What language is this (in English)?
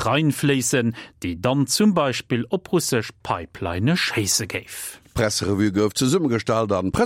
Luxembourgish